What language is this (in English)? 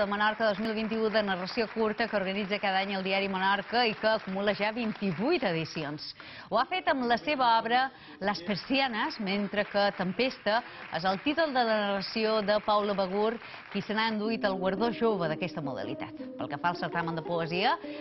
Catalan